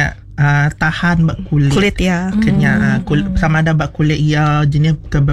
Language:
Iban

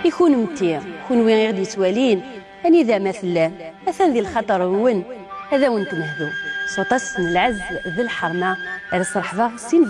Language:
Kabyle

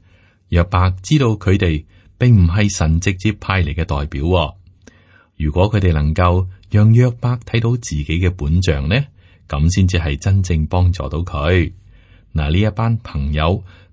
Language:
Cantonese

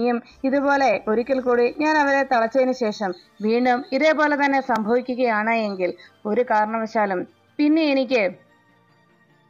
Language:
Malayalam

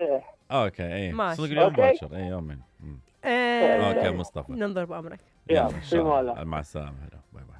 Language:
Mesopotamian Arabic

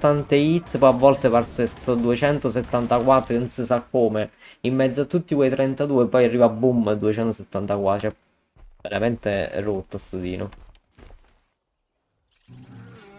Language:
Italian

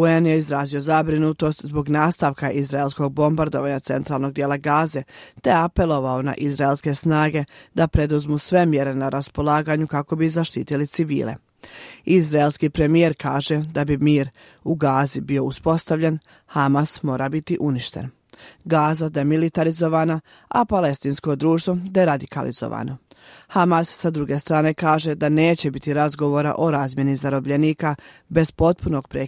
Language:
Bosnian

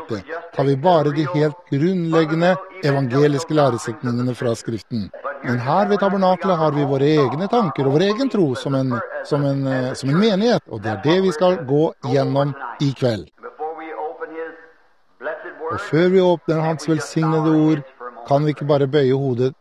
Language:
Norwegian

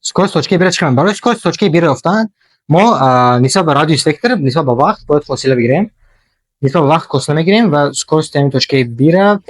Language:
Tajik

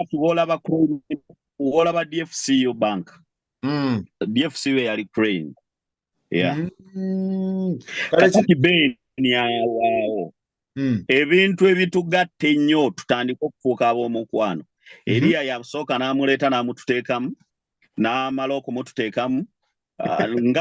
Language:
Ganda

